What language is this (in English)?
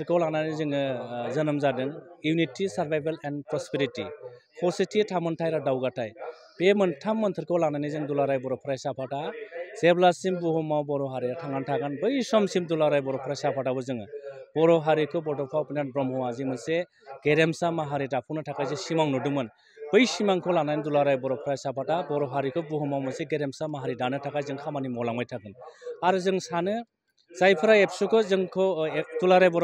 Bodo